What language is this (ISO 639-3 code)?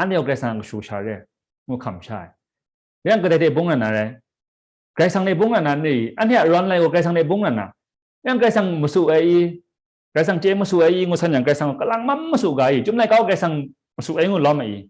kac